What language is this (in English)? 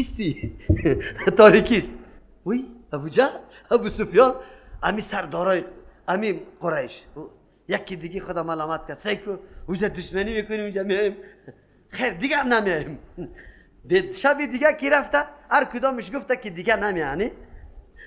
Persian